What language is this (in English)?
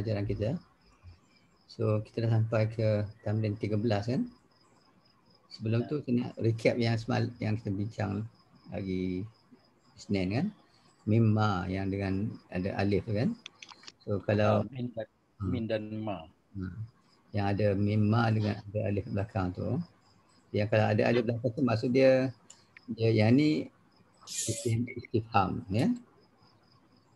Malay